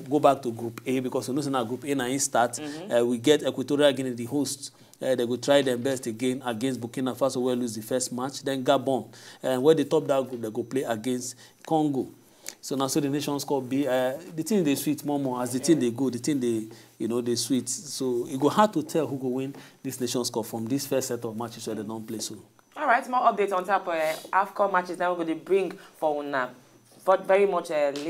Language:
Nigerian Pidgin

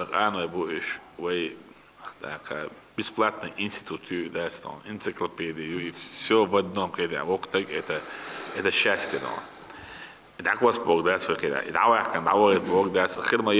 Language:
Chechen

